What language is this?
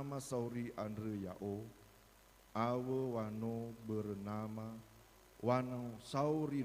Nias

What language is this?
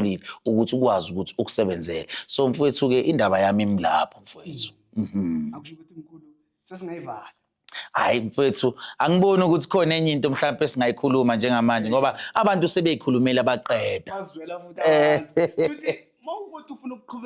Zulu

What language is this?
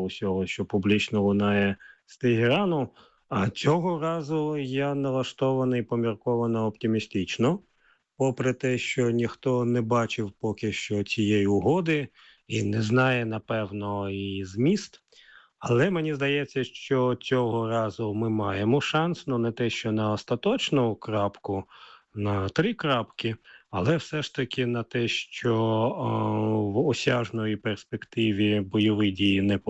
Ukrainian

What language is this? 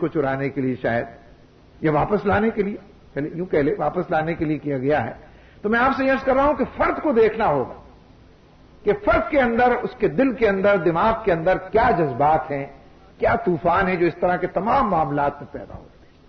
Urdu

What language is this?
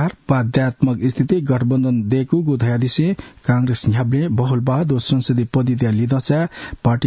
Newari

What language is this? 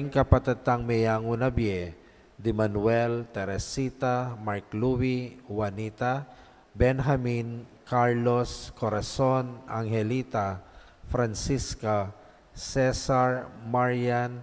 Pampanga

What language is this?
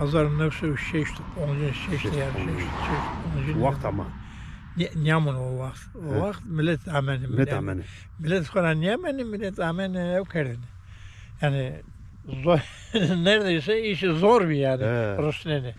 Zaza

